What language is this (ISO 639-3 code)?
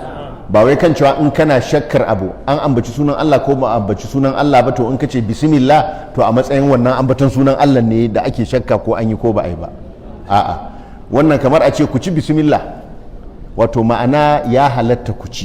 hau